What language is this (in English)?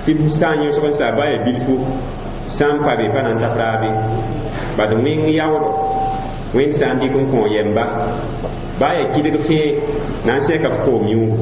Mossi